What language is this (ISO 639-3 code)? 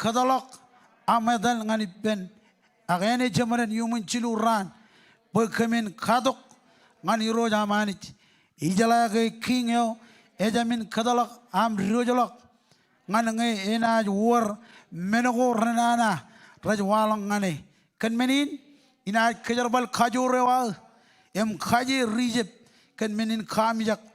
mah